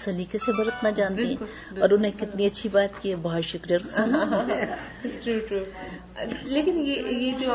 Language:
Urdu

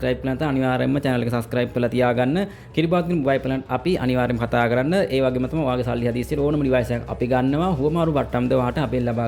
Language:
Sinhala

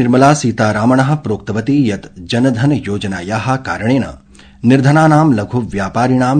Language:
Sanskrit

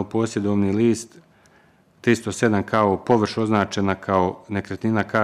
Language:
Bosnian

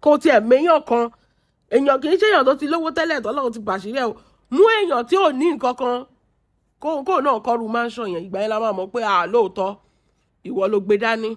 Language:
Yoruba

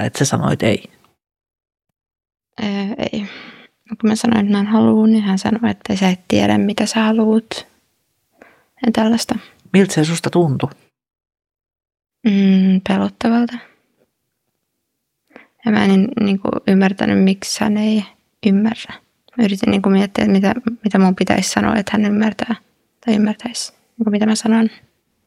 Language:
Finnish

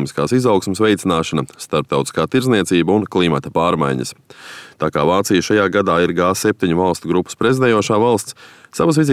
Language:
Latvian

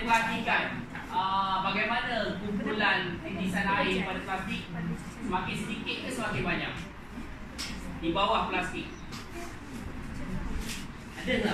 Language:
Malay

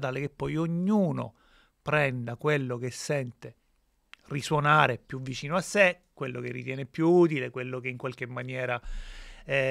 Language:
Italian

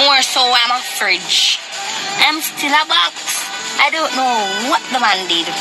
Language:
Jamaican Creole English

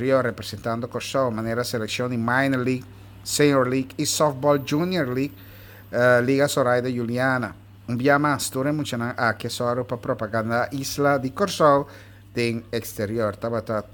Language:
Papiamento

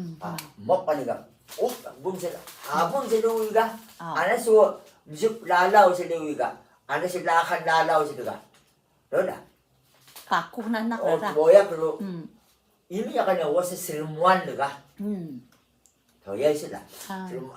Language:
Atayal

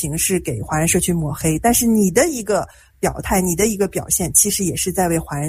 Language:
Chinese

